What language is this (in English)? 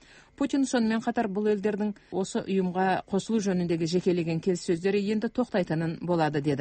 Kazakh